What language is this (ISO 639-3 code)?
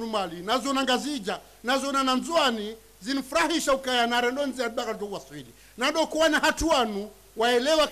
zdj